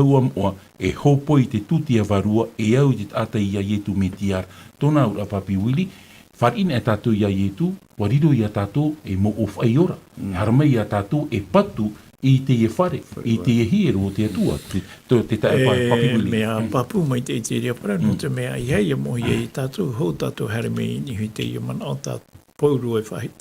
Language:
Tahitian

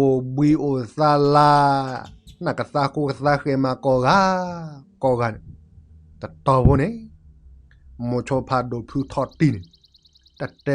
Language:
S'gaw Karen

